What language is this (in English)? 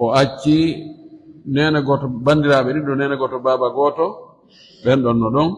Fula